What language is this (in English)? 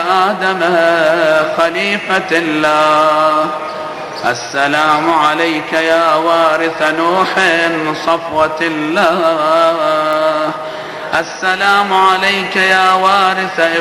Arabic